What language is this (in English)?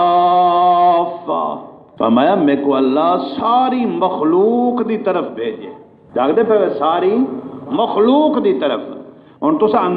Saraiki